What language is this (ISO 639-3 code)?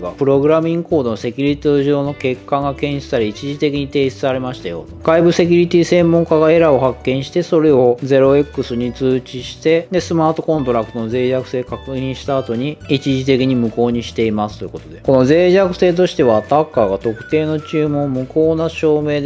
jpn